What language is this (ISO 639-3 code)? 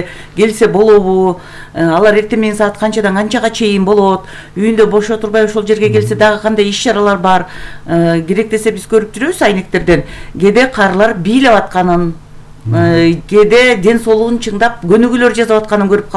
kir